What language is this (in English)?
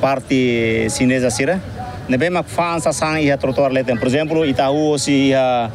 Tetum